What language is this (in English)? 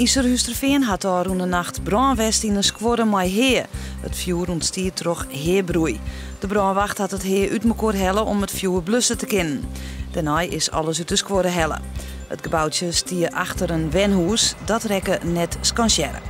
Western Frisian